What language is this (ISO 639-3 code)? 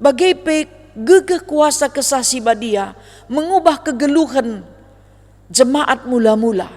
btx